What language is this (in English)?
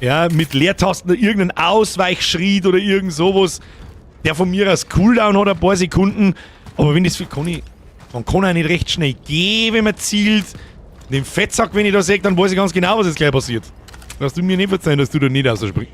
Bavarian